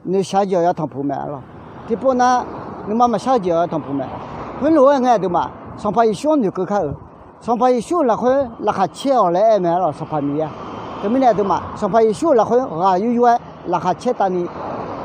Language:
Akha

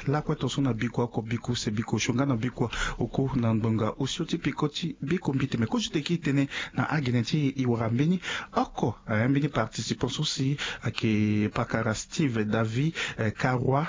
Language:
Sango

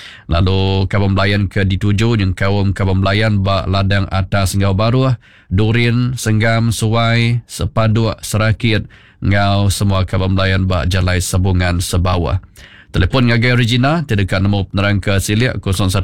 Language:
Iban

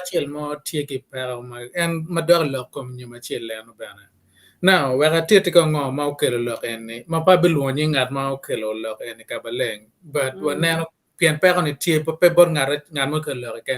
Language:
Acoli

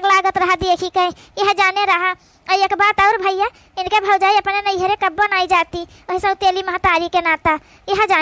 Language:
Awadhi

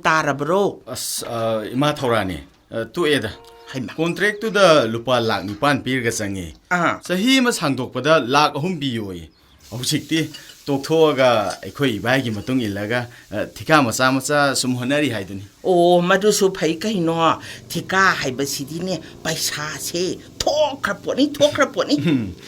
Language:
Manipuri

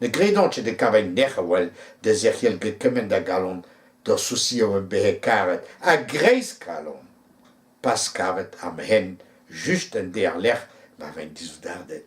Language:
Breton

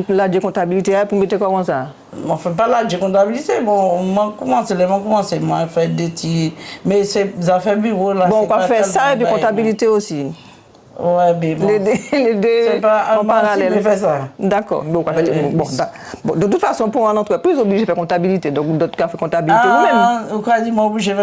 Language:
Guadeloupean Creole French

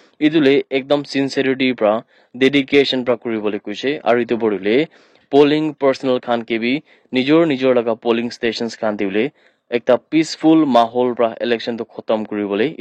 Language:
Naga Pidgin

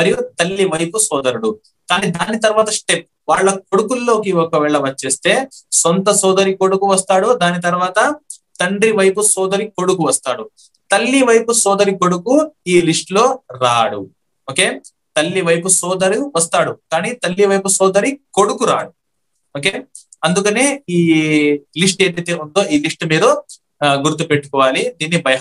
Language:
Telugu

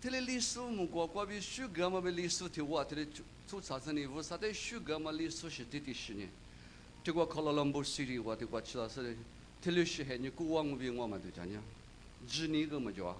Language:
Lisu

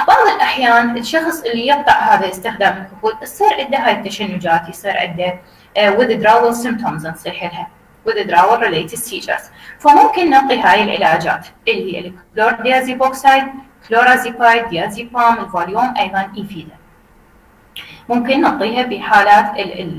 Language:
Mesopotamian Arabic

